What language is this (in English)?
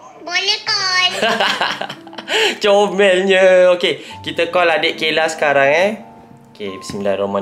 Malay